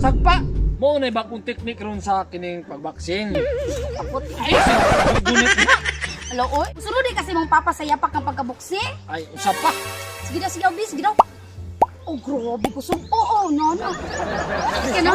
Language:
Cebuano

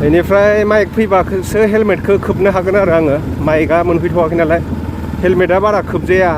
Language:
Bodo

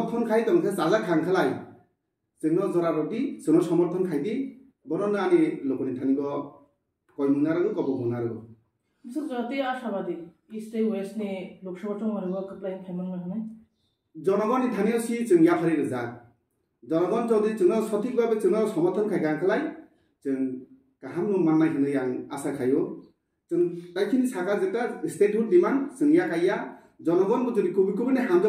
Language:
Kok Borok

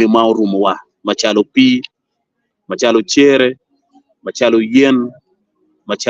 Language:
Acoli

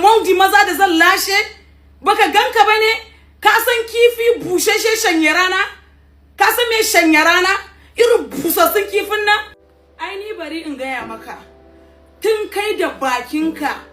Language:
Hausa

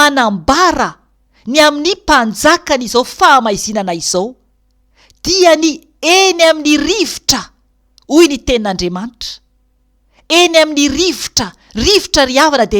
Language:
Malagasy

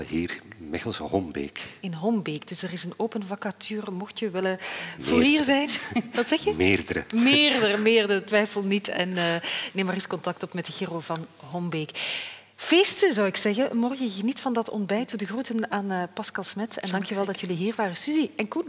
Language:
Dutch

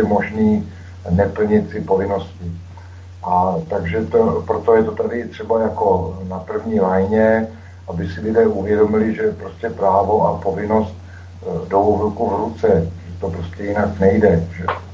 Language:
Czech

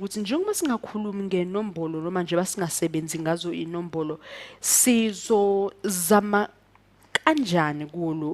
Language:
Zulu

